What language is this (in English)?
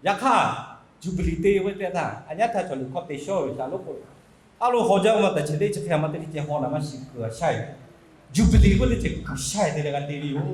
Lahu